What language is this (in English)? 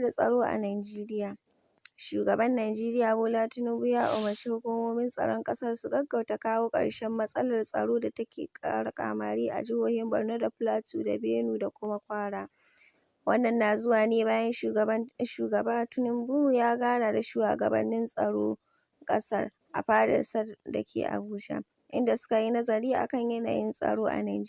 Hausa